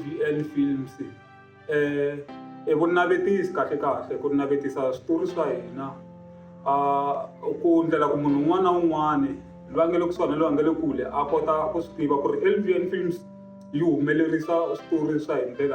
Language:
Tsonga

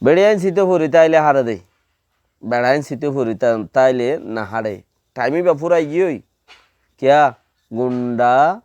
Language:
Rohingya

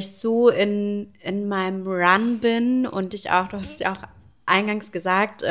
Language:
German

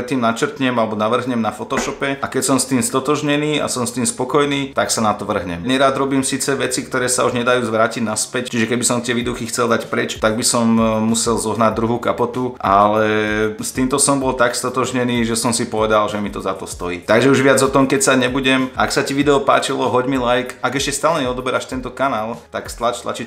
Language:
Slovak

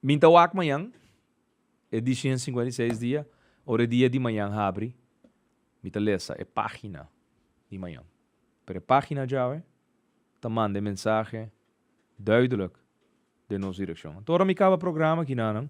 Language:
Papiamento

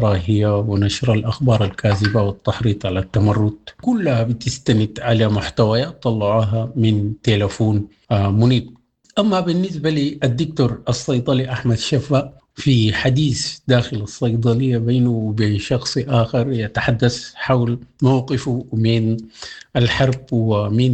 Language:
Sudanese Arabic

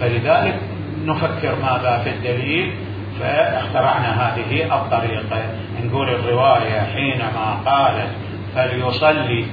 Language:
Mesopotamian Arabic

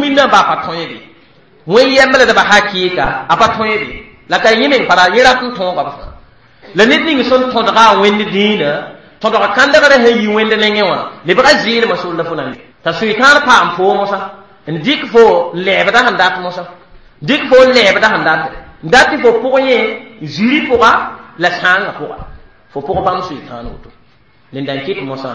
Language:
Mossi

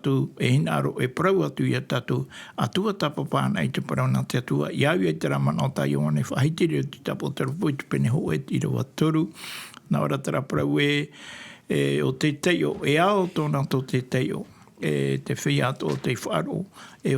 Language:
Tahitian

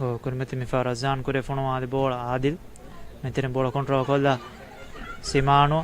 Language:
Divehi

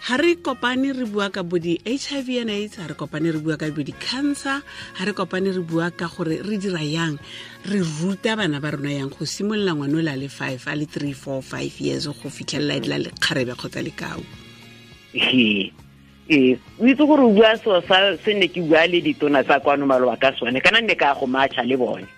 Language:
Tswana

